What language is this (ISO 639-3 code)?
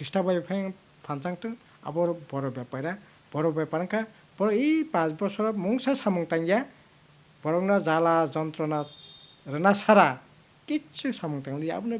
trp